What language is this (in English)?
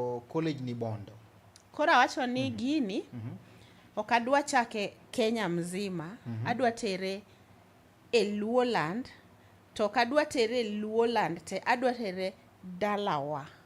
Luo (Kenya and Tanzania)